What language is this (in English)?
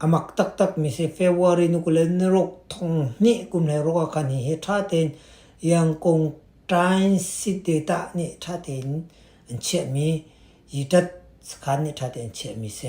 Hakha Chin